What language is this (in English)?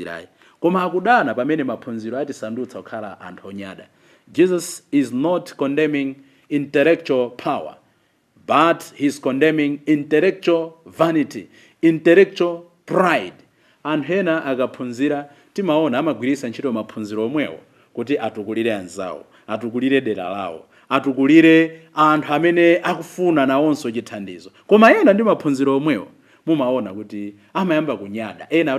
Nyanja